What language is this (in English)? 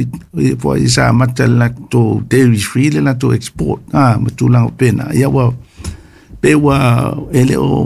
Samoan